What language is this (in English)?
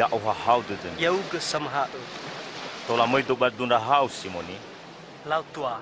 Nias